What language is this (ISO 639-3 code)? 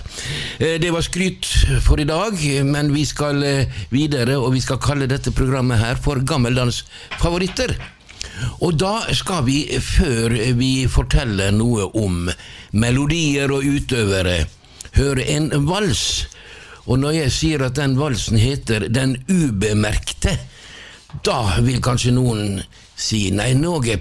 nor